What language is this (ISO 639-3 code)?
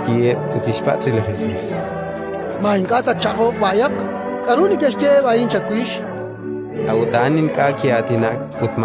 kek